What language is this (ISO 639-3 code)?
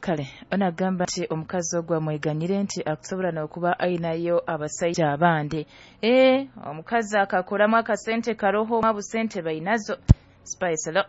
nyo